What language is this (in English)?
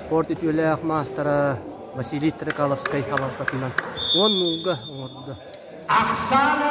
Yakut